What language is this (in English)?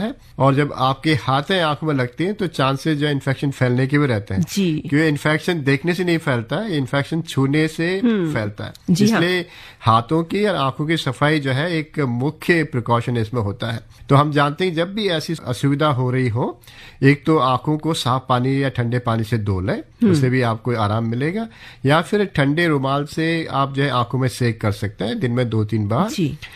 Hindi